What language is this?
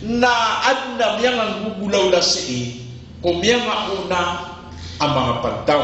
Maranao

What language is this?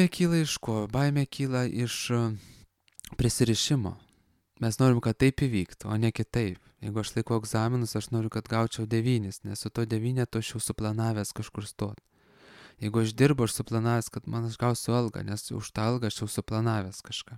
Lithuanian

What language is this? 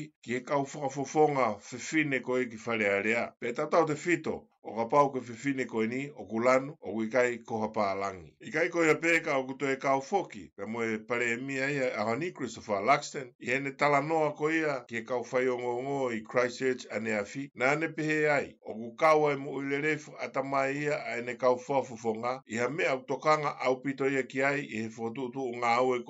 Tongan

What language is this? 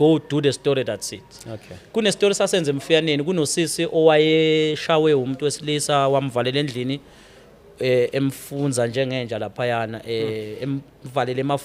Zulu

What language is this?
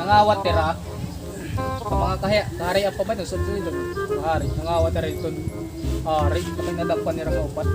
Waray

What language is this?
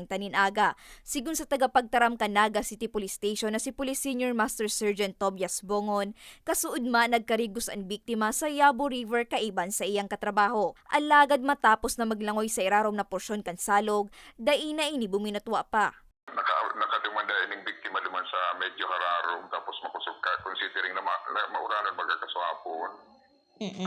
Bikol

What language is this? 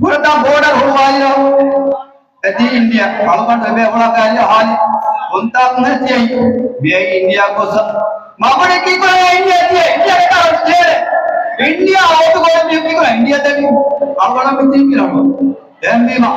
Divehi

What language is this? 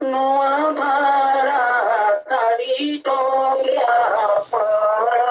Santali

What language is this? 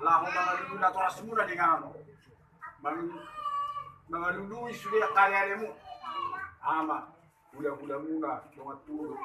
Batak Toba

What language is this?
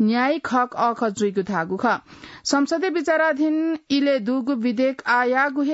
Newari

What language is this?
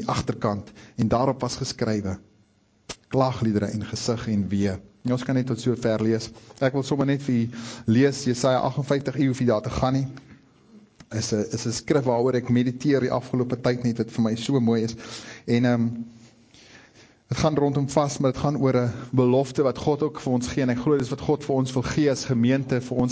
Afrikaans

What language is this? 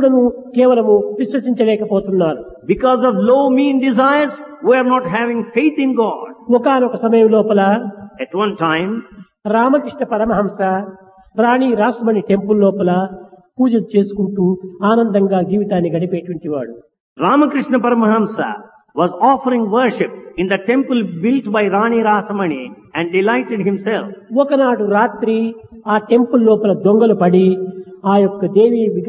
Telugu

